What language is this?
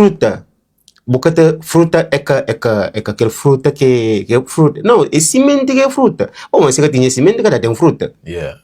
Kabuverdianu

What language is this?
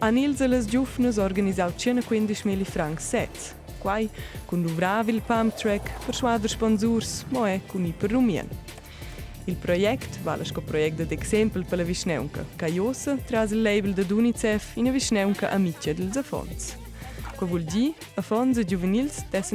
Romansh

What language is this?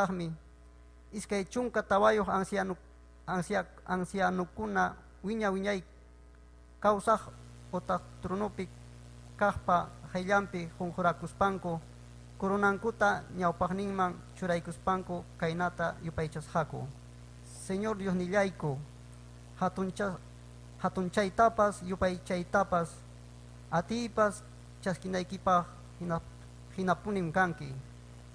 Ayacucho Quechua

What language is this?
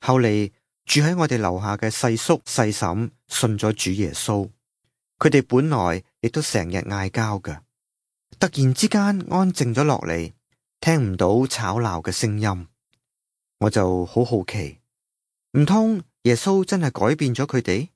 Cantonese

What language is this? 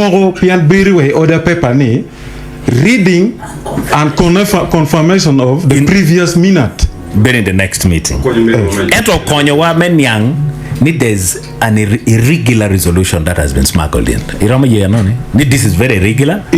Acoli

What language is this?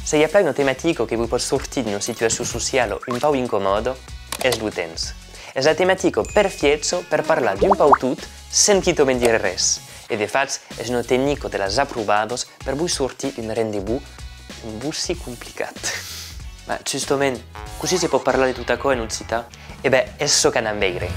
Occitan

